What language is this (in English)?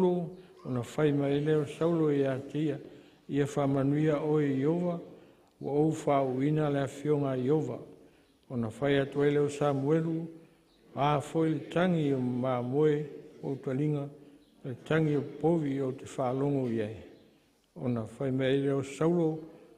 Samoan